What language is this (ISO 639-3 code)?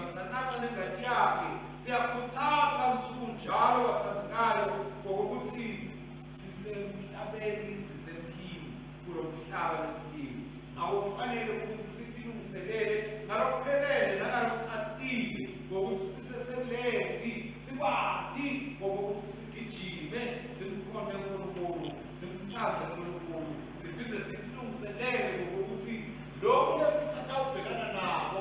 ssw